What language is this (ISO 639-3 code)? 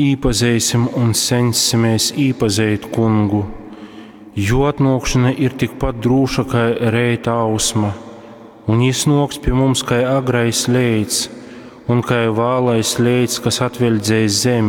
ltg